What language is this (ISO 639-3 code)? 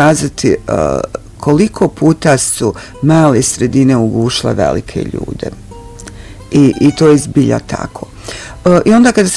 bos